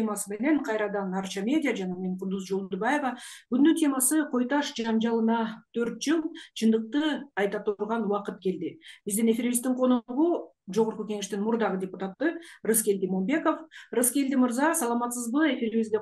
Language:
Kyrgyz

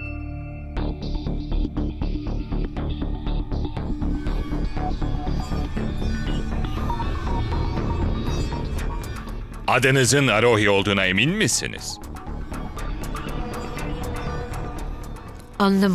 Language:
Turkish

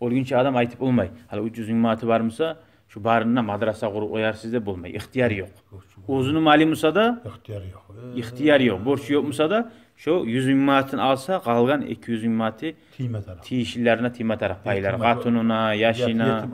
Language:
Kumyk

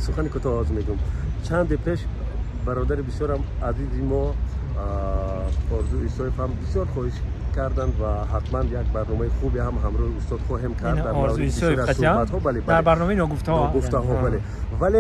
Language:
Tajik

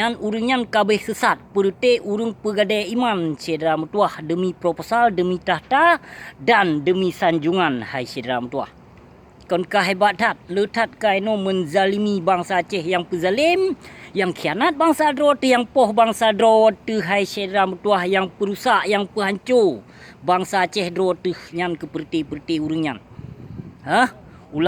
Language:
Achinese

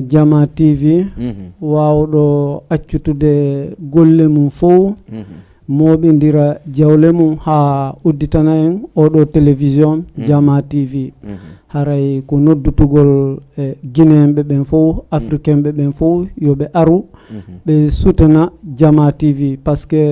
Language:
Fula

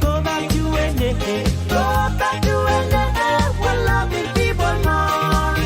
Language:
Pohnpeian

